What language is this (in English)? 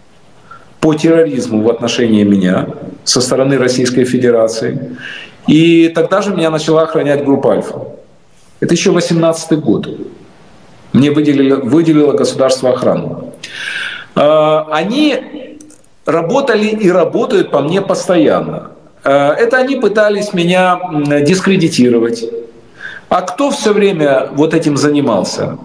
Russian